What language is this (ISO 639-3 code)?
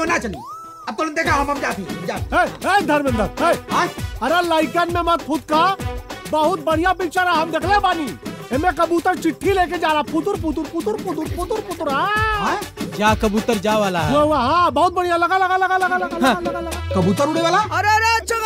bho